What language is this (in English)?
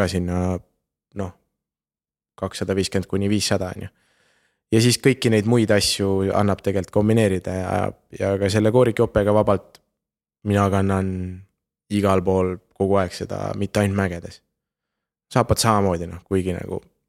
Estonian